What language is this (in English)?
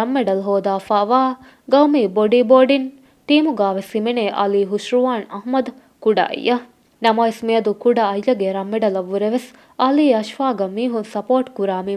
Divehi